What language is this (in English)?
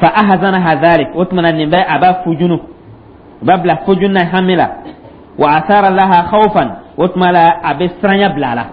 Dyula